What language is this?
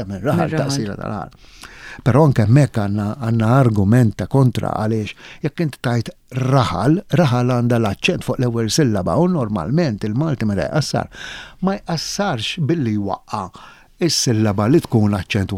Maltese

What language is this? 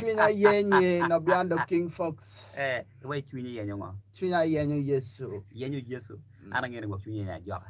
Acoli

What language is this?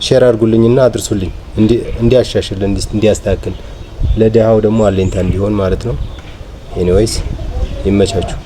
Amharic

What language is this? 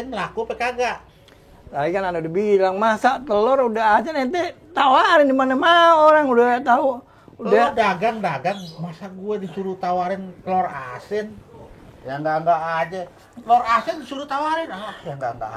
Betawi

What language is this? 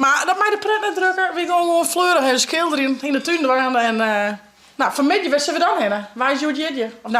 Western Frisian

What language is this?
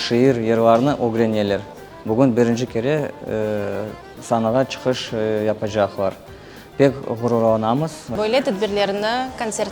Crimean Tatar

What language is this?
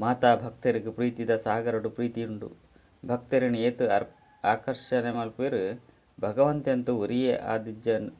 Tulu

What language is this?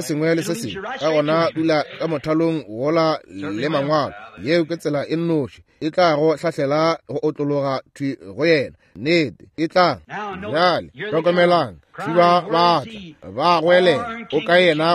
Northern Sotho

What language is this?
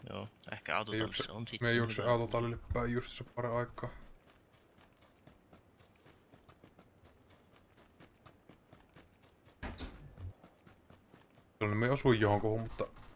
Finnish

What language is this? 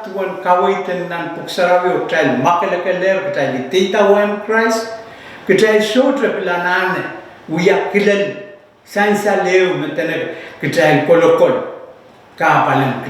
Pohnpeian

